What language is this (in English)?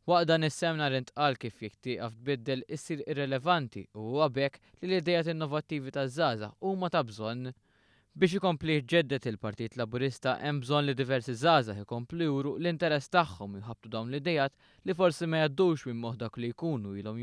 Maltese